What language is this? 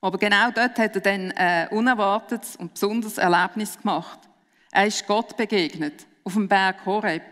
Swiss German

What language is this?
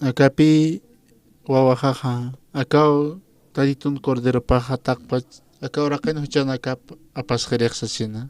Aymara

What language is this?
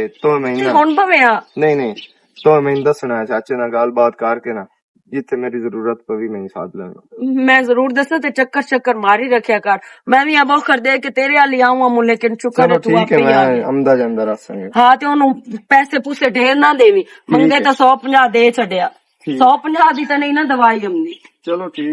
Western Panjabi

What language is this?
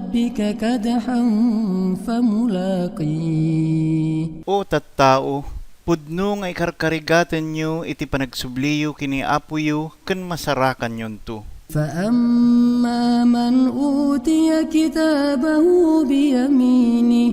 Iloko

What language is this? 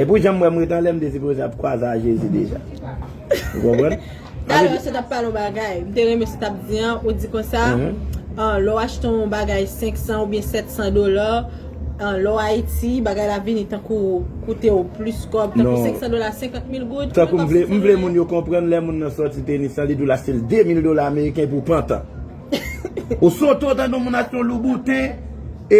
Haitian Creole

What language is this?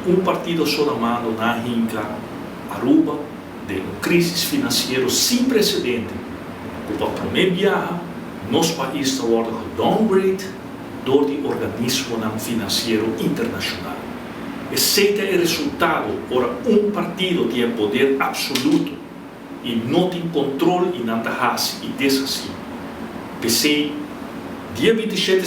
Papiamento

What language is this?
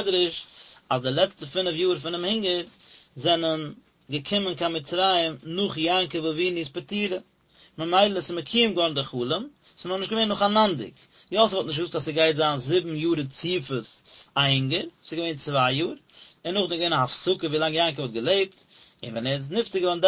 Yiddish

